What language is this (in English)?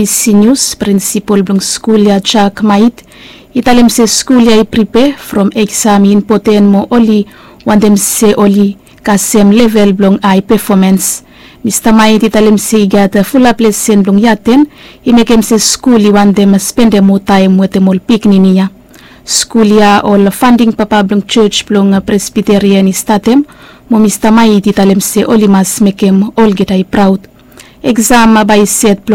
Bislama